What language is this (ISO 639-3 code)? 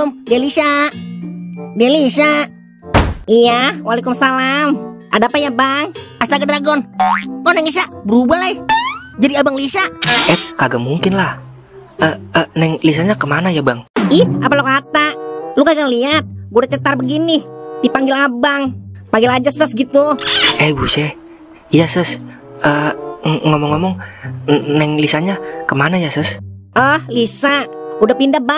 bew